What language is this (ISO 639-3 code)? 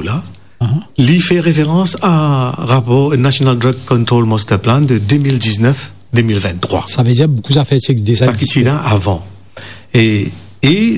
mfe